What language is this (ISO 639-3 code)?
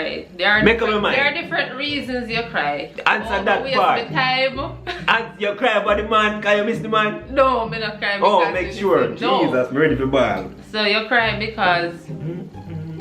jam